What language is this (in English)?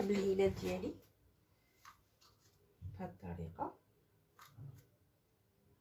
Moroccan Arabic